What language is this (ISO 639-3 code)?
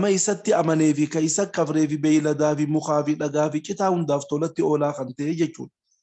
orm